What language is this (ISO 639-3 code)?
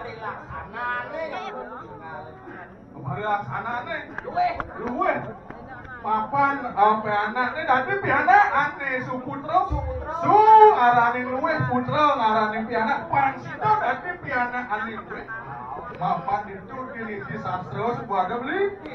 ban